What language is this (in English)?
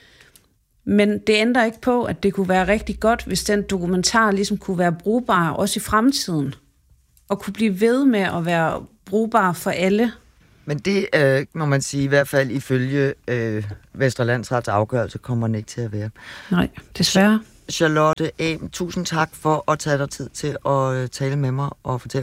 Danish